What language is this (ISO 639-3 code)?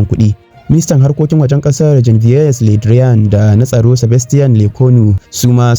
hau